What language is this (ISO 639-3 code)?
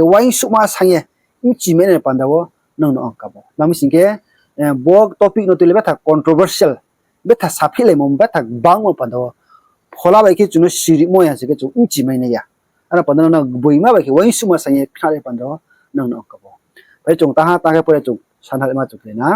ria